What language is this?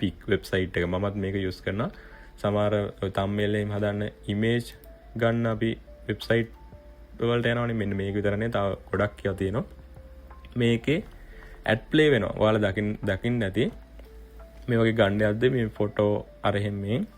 Sinhala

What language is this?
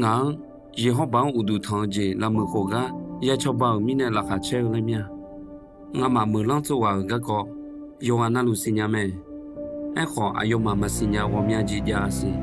Akha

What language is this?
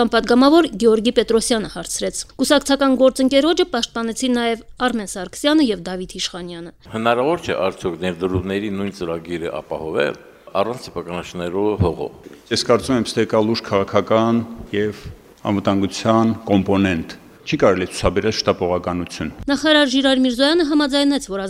Armenian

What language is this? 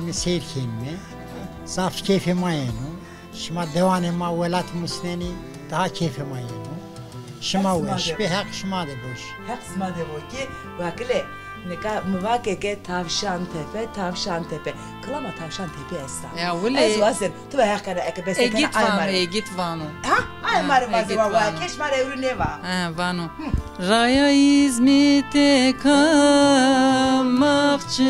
Zaza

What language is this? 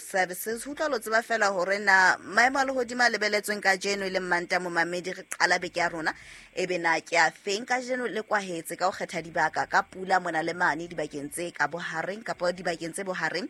Southern Sotho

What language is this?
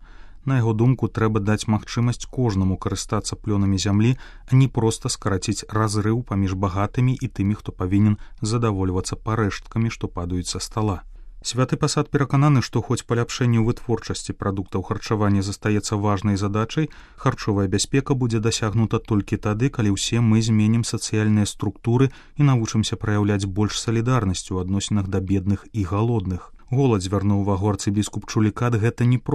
Belarusian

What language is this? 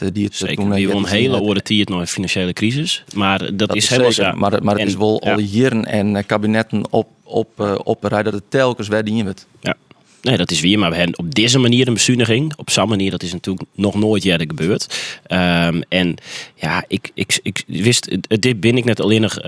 Western Frisian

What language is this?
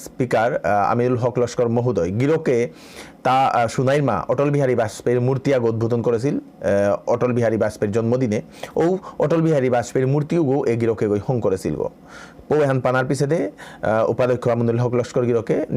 Bishnupriya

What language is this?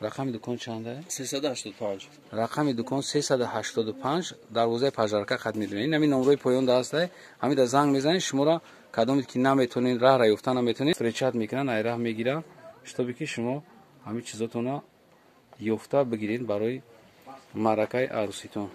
Tajik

